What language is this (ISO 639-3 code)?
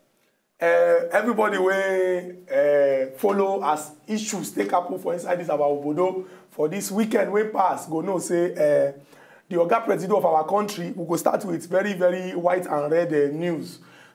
pcm